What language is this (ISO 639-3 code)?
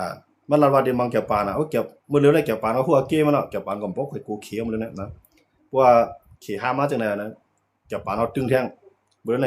shn